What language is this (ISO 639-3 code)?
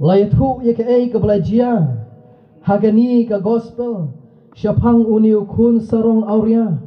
kha